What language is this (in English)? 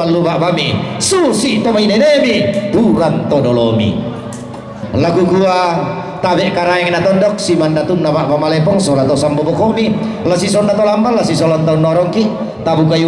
Toraja-Sa'dan